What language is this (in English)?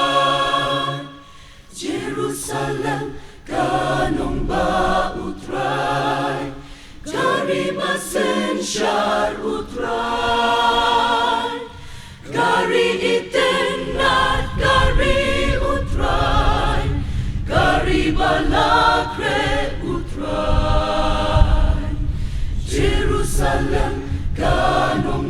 Khasi